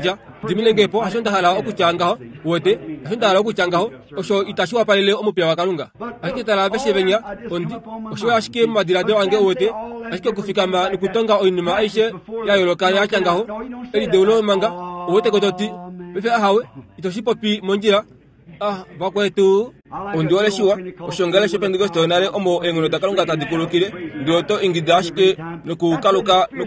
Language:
Kuanyama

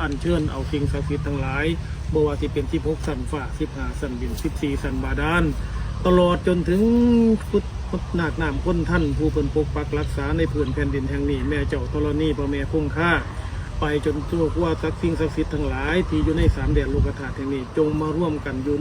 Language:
Northeastern Thai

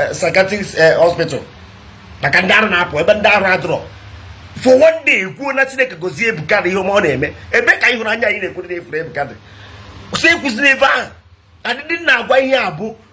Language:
Igbo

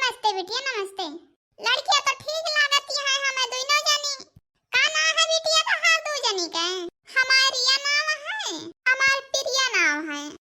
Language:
Awadhi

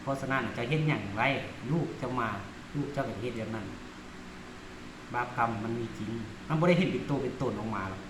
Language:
Lao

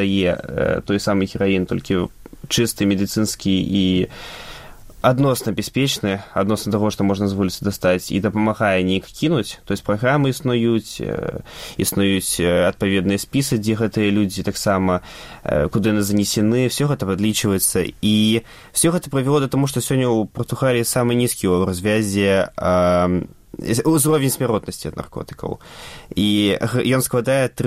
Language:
Belarusian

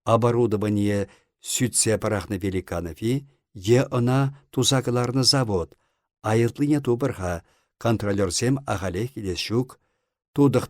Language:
Chuvash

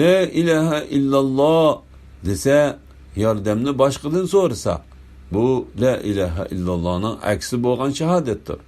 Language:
Uyghur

